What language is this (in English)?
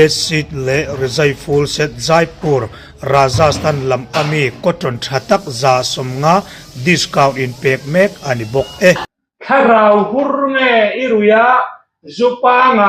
Hmar